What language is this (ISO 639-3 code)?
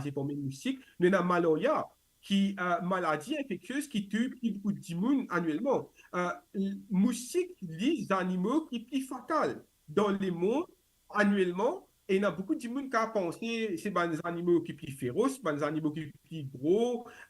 mfe